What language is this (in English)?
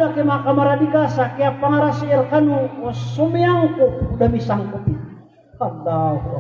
Maranao